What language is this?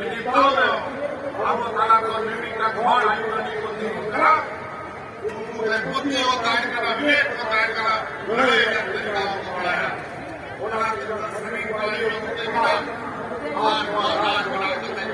Santali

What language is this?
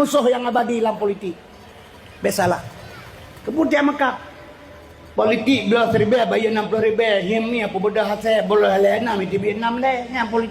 Achinese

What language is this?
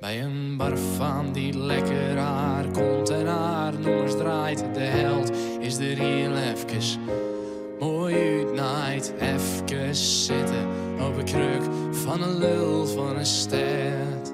Western Frisian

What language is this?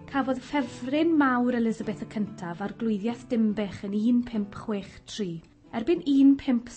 Welsh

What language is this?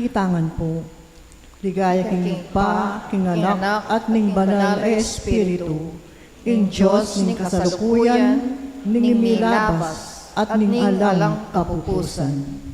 Pampanga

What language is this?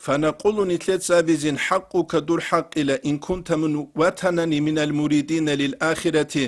Avaric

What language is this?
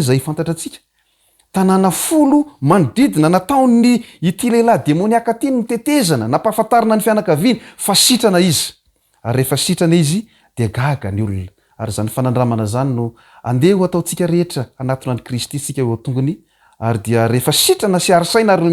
Malagasy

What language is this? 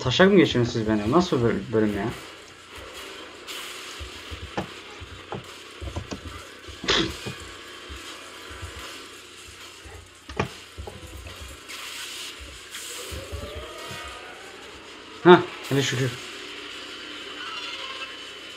Turkish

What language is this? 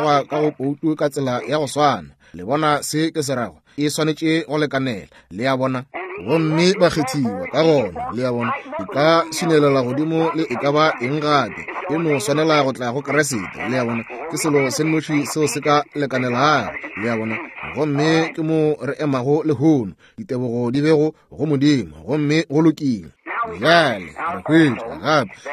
Northern Sotho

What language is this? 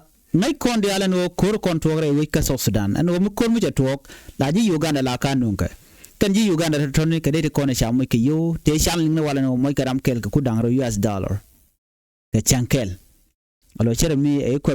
Nuer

